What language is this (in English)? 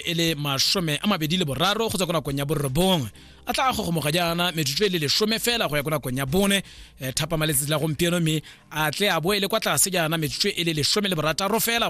Tswana